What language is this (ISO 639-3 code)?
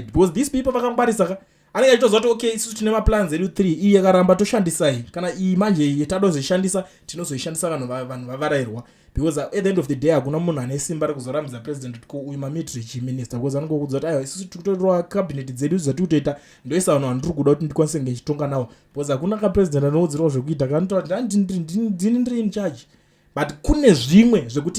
sna